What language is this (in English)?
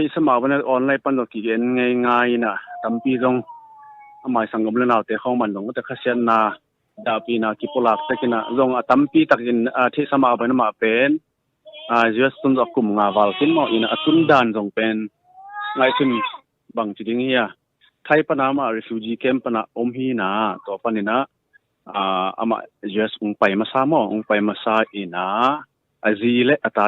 Tedim Chin